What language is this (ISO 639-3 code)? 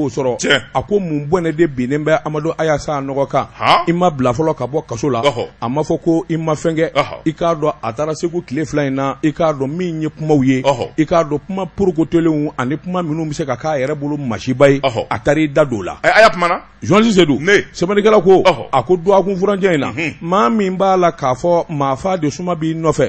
bam